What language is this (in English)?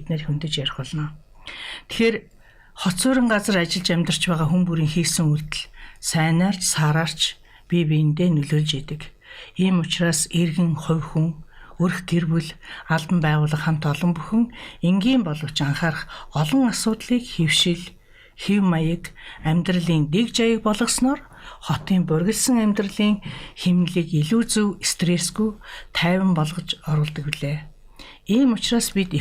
Mongolian